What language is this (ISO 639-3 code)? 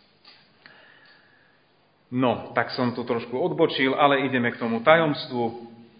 slk